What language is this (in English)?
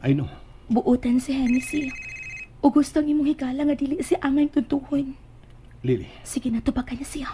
Cebuano